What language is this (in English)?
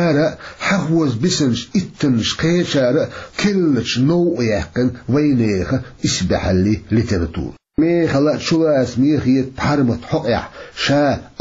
Chechen